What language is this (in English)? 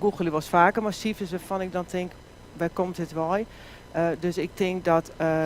Western Frisian